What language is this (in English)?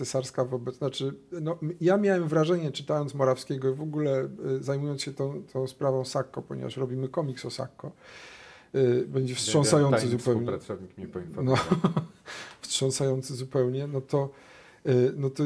Polish